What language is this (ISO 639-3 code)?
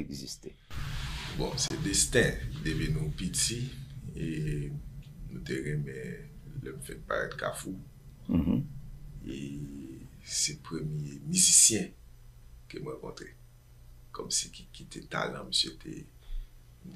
hat